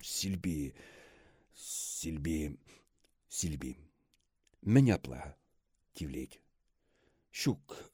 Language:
Chuvash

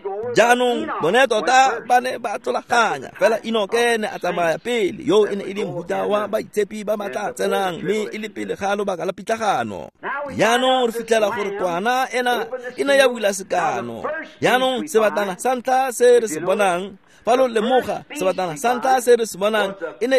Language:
Tswana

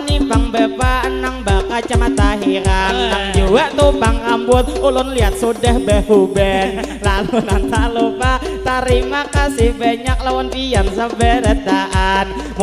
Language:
Banjar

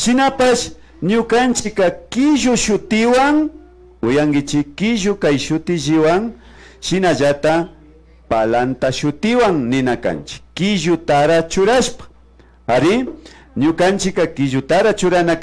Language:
Imbabura Highland Quichua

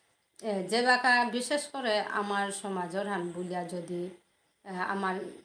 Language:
Bishnupriya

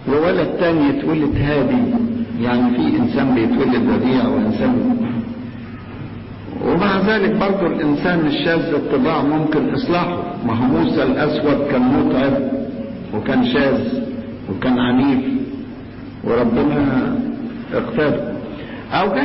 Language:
Egyptian Arabic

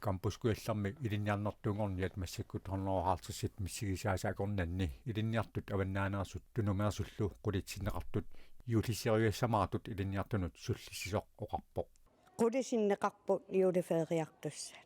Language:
Kalaallisut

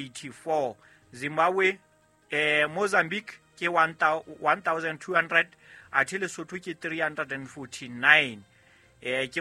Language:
Southern Sotho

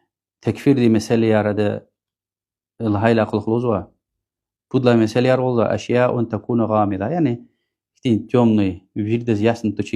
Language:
Lezghian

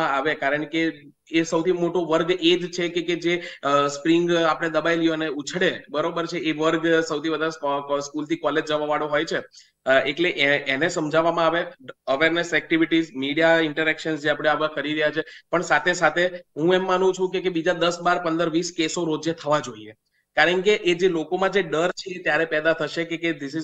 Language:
Gujarati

